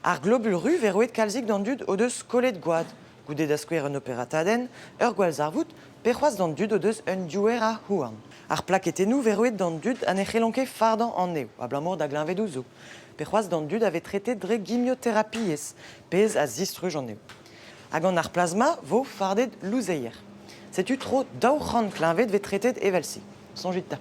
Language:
Breton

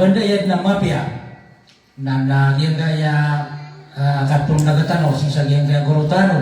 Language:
Maranao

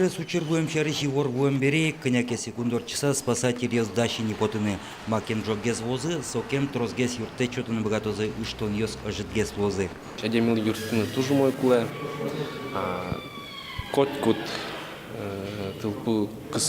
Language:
Udmurt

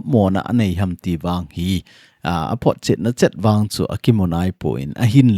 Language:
Thado Chin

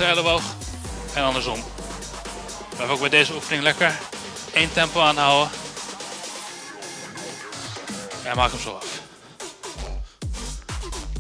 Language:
Dutch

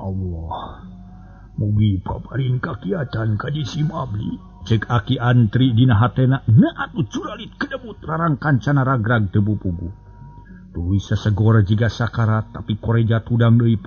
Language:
Sundanese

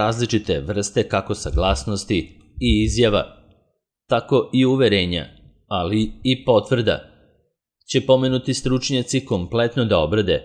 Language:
Serbian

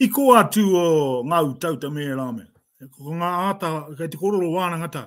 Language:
Māori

